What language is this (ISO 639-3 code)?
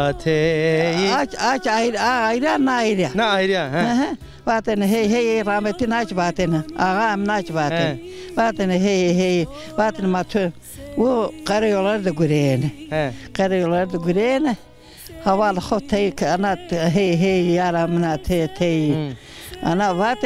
zza